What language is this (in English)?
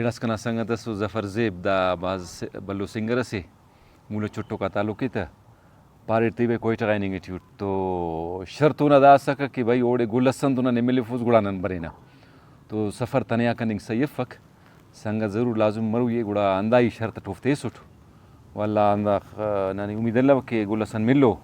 Brahui